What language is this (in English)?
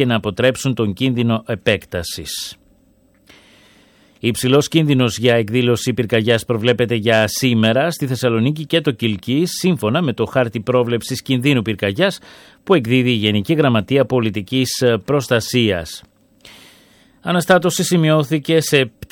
Greek